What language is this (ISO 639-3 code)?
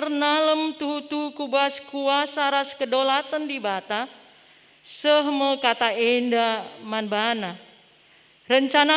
btx